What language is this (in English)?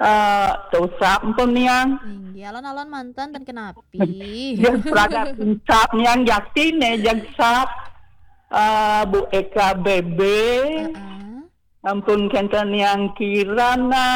Balinese